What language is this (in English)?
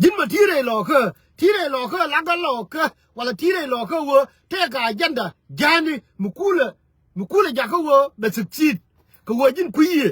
Nuer